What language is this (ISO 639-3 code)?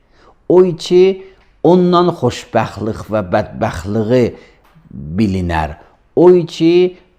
aze